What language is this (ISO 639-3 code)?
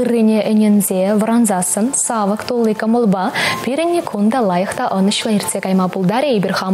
chv